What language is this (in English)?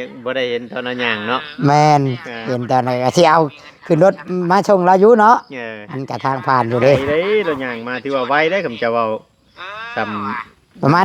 Northeastern Thai